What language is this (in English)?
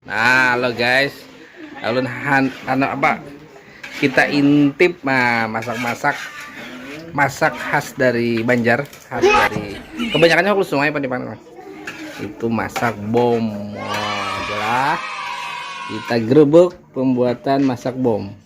Banjar